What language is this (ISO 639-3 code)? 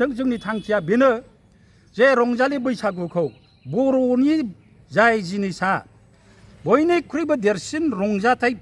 brx